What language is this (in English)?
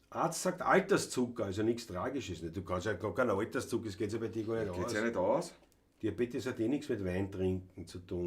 Bavarian